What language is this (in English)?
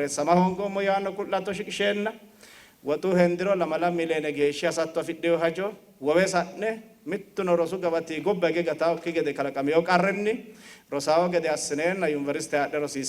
Sidamo